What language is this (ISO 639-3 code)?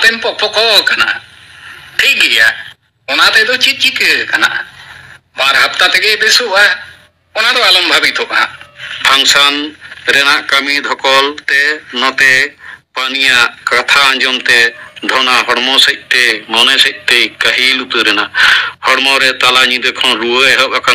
sat